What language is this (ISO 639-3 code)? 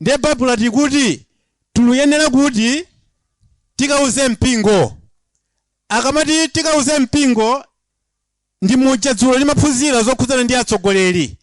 nya